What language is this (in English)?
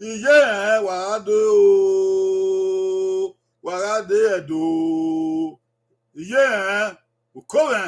Bini